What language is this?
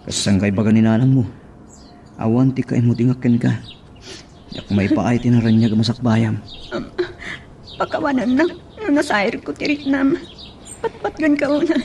Iloko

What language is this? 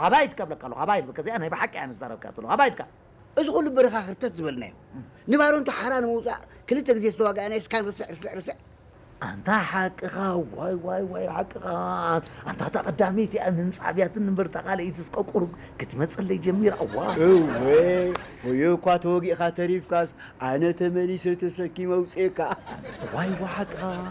Tigrinya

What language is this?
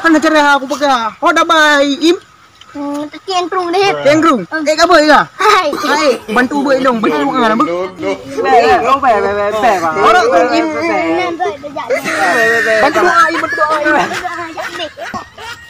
Achinese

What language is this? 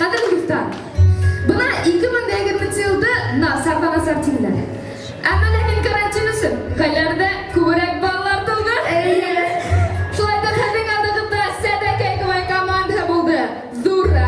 Bashkir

